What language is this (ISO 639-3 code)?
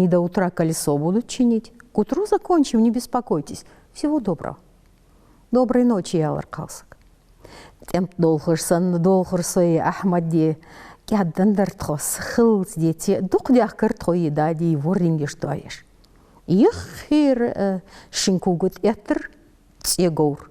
inh